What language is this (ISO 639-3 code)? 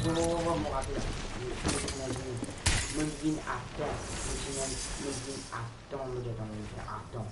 mfe